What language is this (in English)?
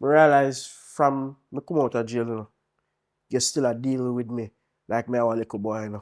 Jamaican Creole English